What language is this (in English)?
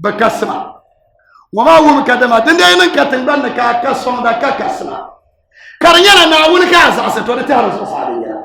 Dagbani